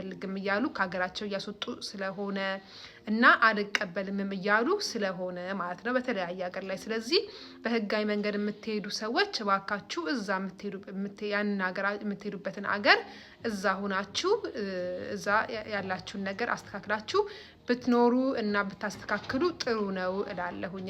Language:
Amharic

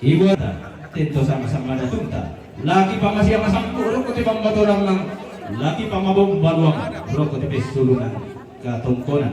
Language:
Toraja-Sa'dan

